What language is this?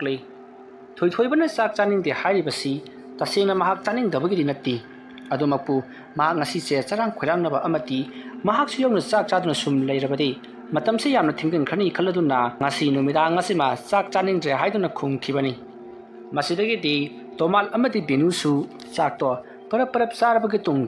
Manipuri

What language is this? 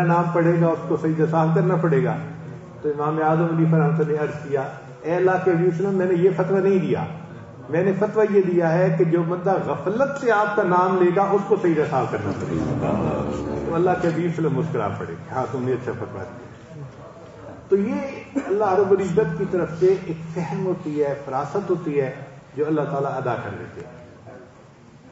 Urdu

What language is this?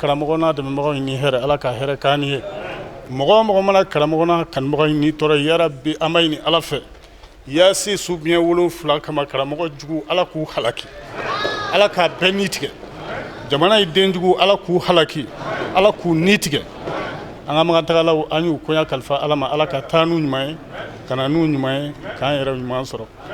Bambara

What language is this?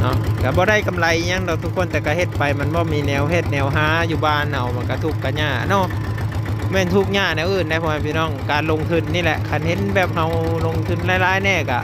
Lao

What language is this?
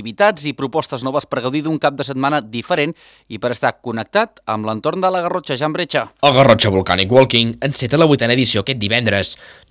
Catalan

